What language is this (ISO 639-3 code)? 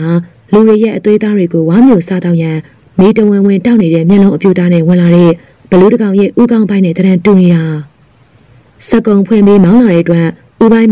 mya